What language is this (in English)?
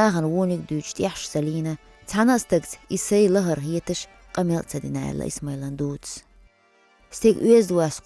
Chechen